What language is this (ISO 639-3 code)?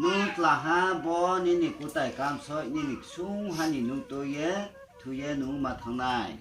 ria